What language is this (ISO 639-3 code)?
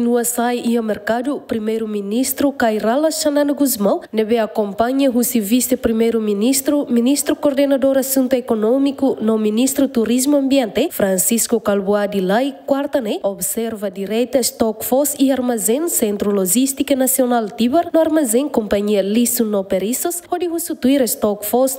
tet